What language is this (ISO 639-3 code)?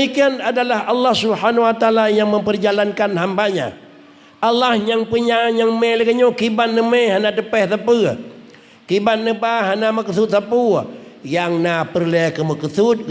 ace